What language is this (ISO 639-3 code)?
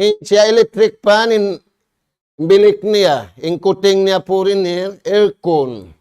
tsg